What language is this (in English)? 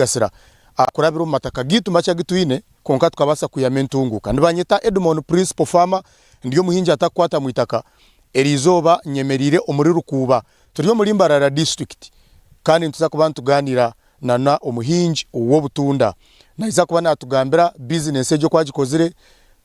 Nyankole